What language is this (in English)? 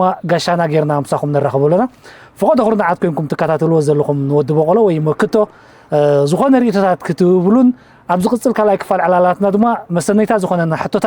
Tigrinya